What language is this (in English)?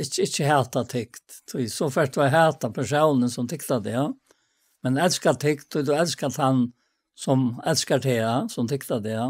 Faroese